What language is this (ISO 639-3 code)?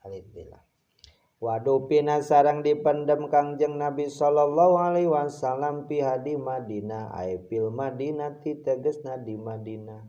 sun